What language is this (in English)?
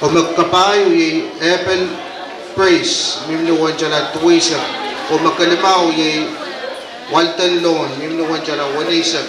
Pohnpeian